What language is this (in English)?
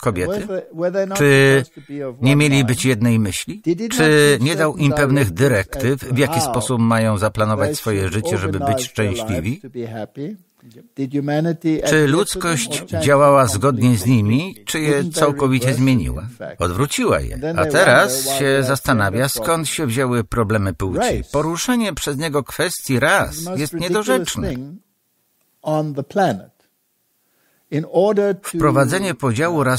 Polish